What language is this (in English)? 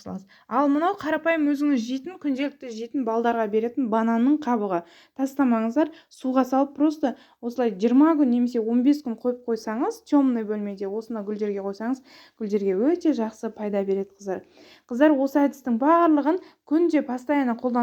Kazakh